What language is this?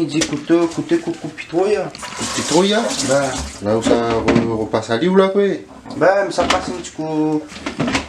Réunion Creole French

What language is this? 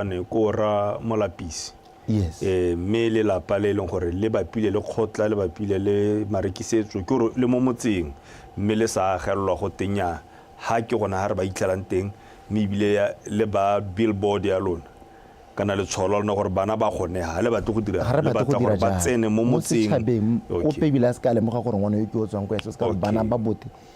Tswana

